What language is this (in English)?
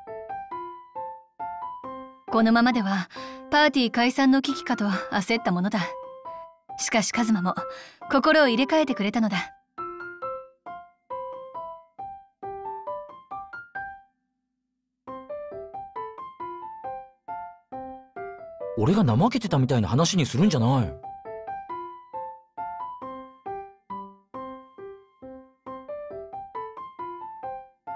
Japanese